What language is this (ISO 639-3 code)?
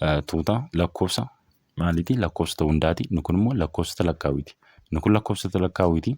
orm